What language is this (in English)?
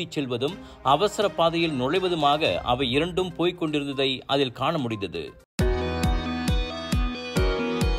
Tamil